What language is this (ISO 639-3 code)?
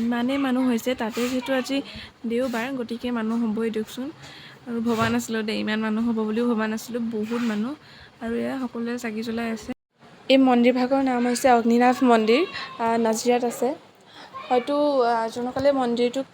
asm